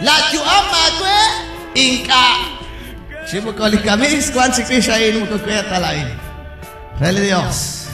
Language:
Kekchí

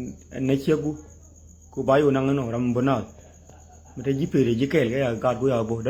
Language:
Nuer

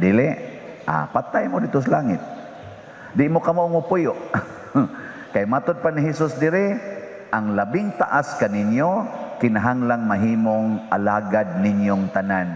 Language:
Cebuano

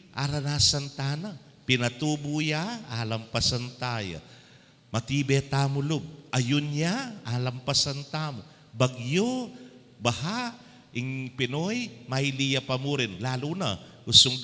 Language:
Pampanga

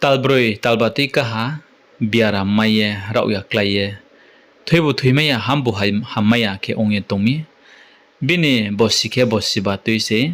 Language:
Riang (India)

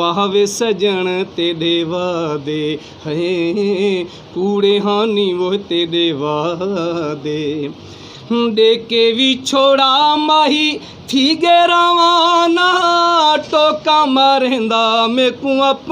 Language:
Saraiki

